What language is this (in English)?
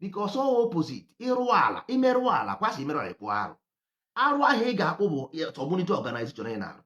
Igbo